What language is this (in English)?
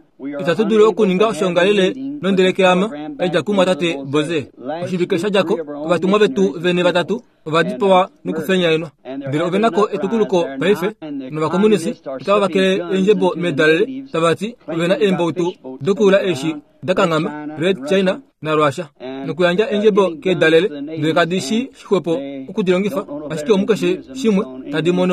Kuanyama